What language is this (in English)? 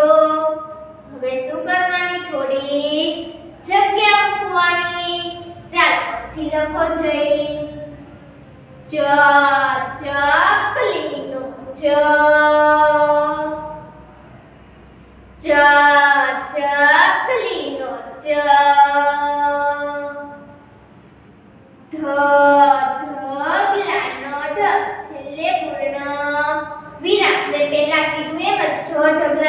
Gujarati